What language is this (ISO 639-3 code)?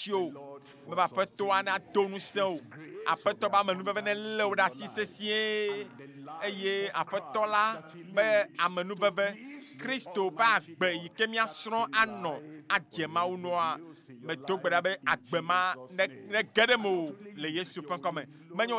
ewe